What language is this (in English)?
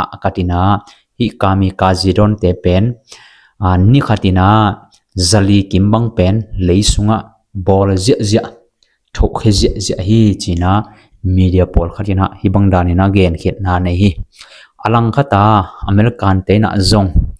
Tedim Chin